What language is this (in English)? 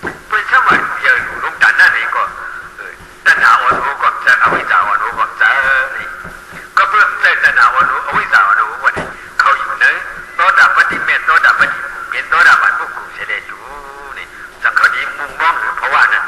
Shan